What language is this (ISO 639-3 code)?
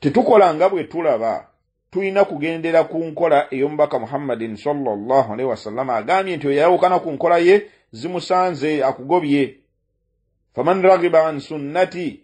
lug